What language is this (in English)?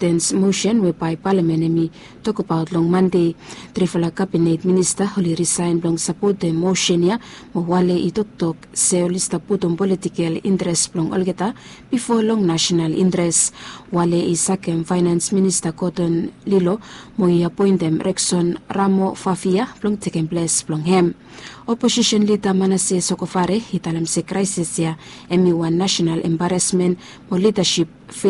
Bislama